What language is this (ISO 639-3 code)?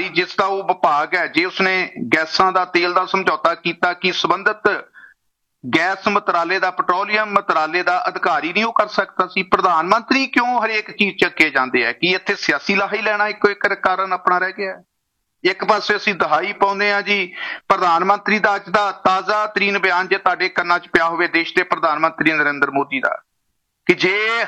pan